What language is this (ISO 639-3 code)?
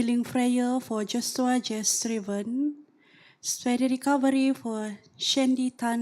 dtp